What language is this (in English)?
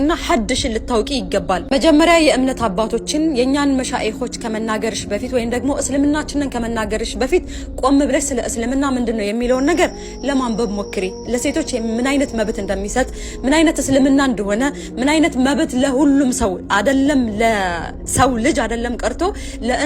Amharic